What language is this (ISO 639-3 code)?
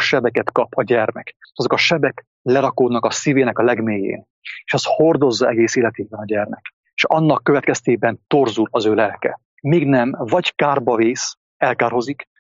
hun